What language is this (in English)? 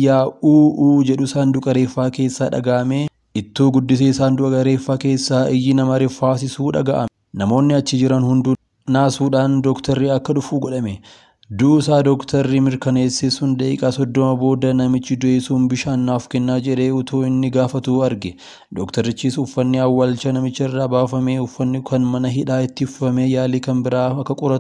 Oromo